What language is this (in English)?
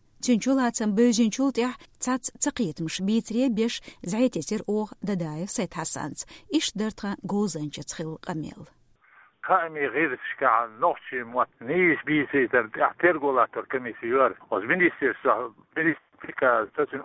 Chechen